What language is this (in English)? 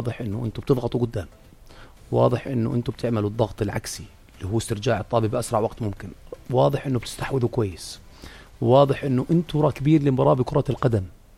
North Levantine Arabic